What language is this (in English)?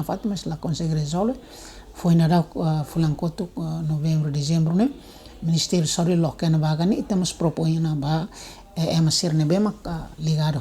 Tetum